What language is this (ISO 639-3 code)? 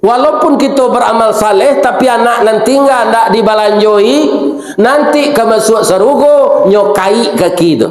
min